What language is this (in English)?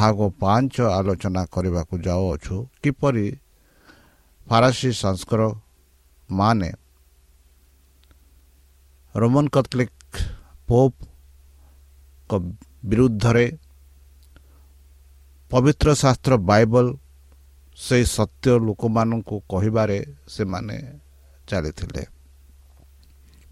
Odia